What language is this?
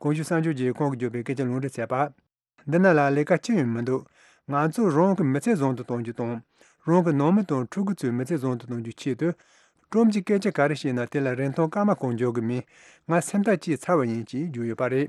Tibetan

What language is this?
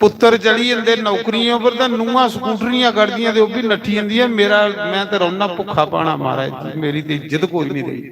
Dogri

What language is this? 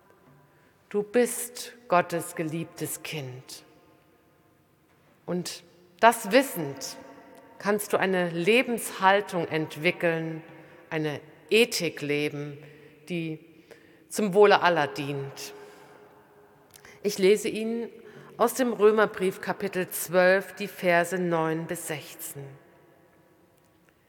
German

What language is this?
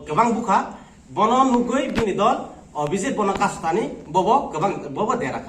Kok Borok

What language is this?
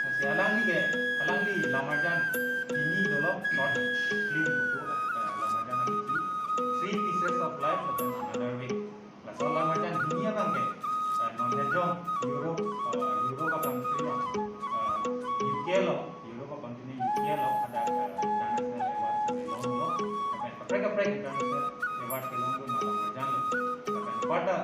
Karbi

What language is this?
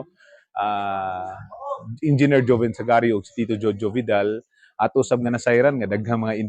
Cebuano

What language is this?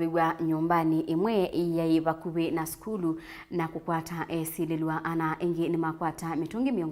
Kamba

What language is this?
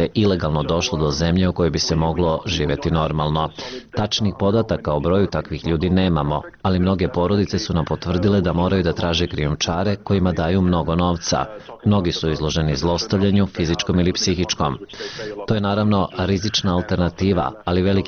Bosnian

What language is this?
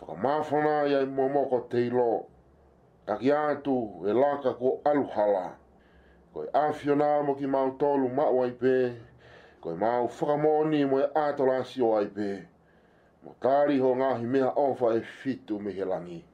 Tongan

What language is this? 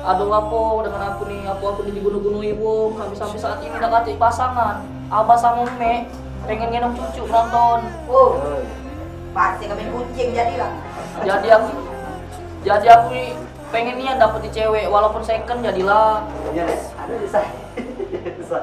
Musi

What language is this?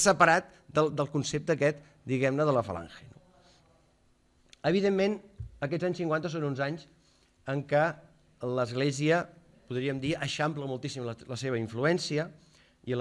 Catalan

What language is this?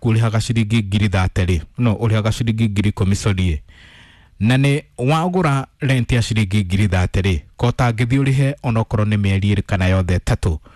Kikuyu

